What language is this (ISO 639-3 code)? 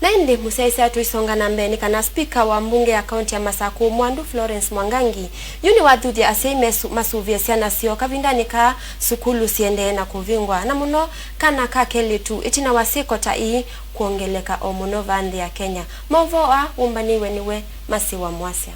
kam